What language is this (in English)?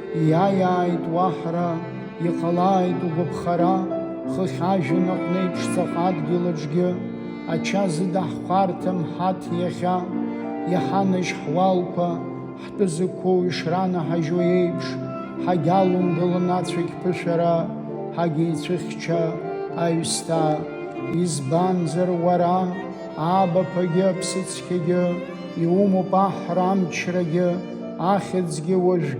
Abkhazian